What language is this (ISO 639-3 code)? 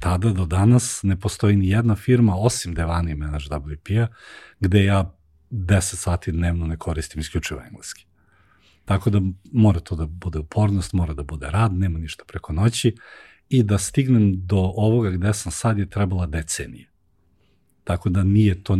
srp